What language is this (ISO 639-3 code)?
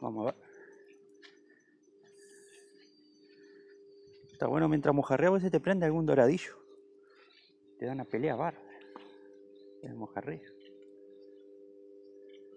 spa